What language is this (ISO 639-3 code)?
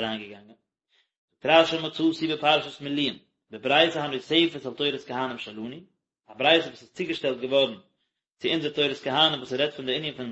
yid